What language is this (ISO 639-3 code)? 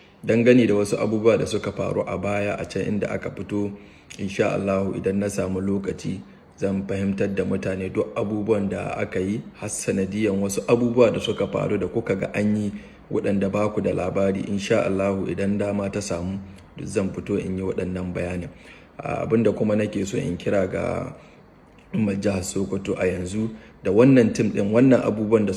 hau